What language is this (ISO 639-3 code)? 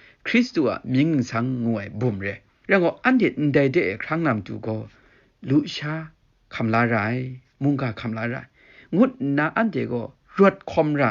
kac